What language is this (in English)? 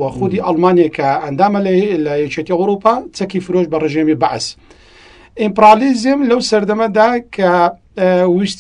Central Kurdish